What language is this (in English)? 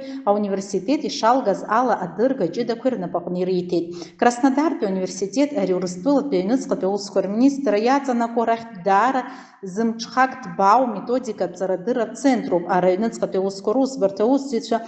Abkhazian